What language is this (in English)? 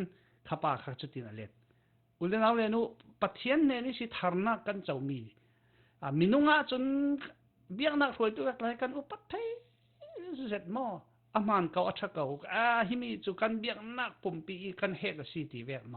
Falam Chin